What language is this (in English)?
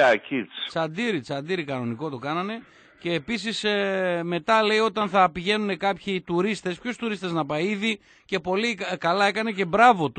Greek